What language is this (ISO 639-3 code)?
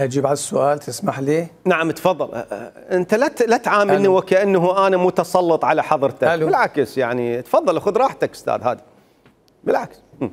acm